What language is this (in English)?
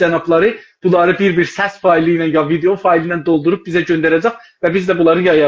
South Azerbaijani